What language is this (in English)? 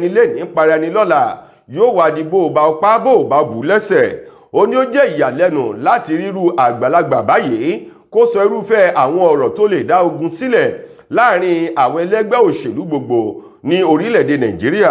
Yoruba